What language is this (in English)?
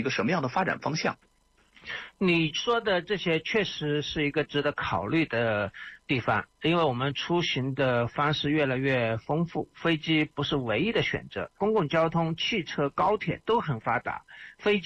Chinese